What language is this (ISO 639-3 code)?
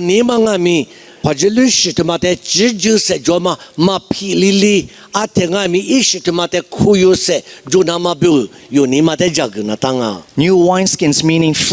lis